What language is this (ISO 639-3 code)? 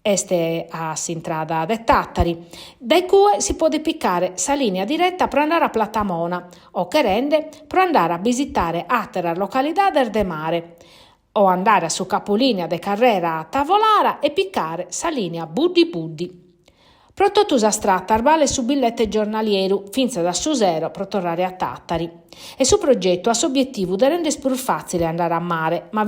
srd